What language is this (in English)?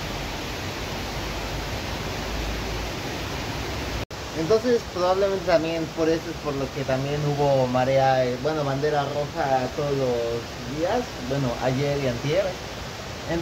Spanish